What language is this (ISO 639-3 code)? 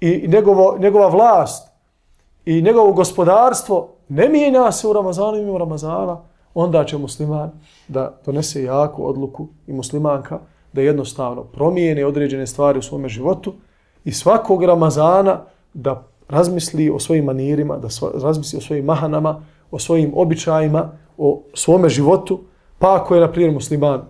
bos